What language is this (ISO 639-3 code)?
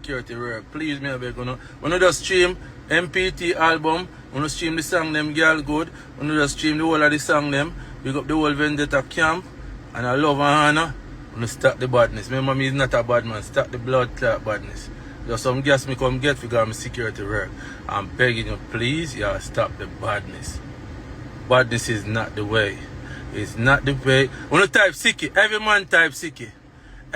jam